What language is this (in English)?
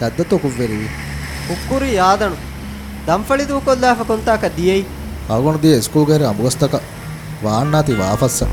Divehi